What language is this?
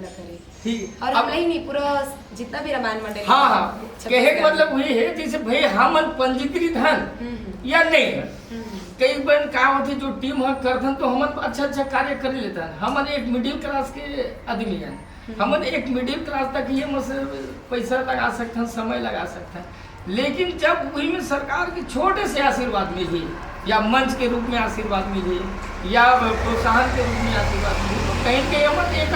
Chhattisgarhi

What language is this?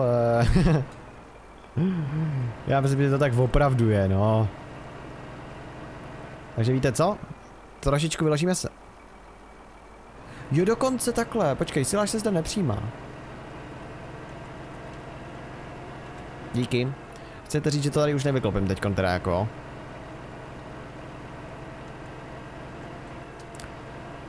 Czech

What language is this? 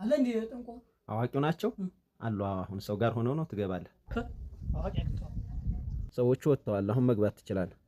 Amharic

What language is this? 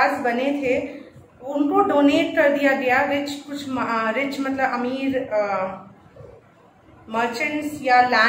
Hindi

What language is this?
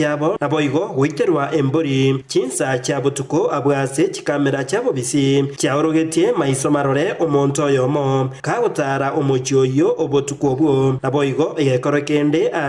Gusii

